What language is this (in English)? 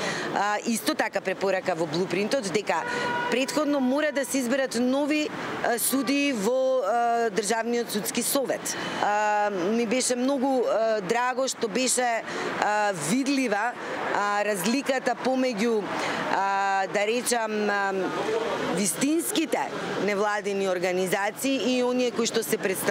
Macedonian